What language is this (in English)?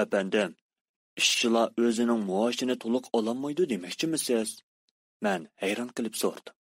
Uyghur